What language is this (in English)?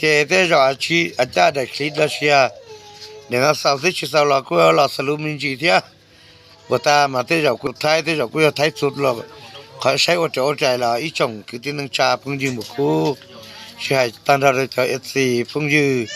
Hmong